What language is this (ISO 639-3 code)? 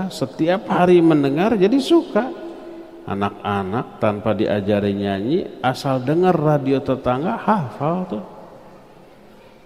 ind